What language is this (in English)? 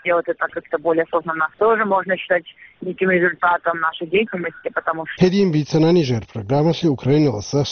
Avaric